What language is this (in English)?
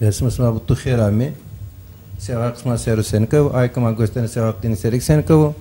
Zaza